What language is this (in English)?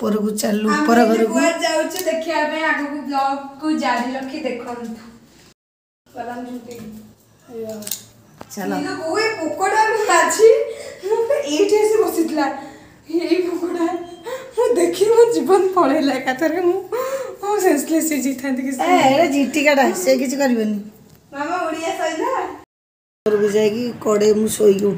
Odia